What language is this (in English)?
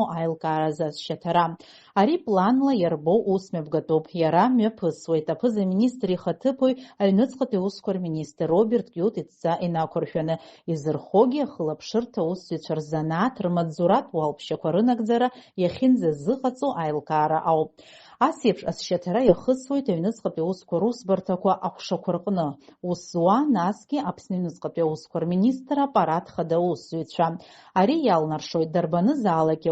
Abkhazian